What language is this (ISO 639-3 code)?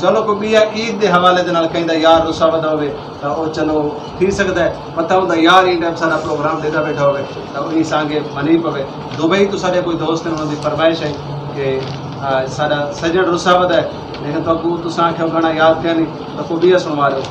skr